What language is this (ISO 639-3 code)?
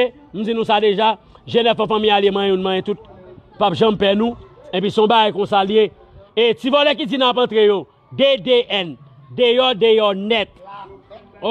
hat